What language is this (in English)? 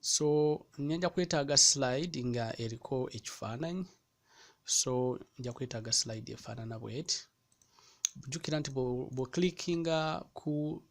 Ganda